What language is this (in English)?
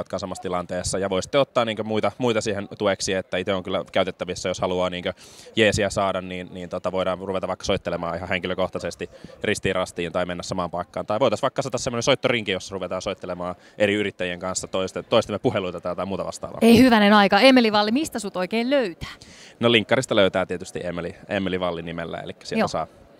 Finnish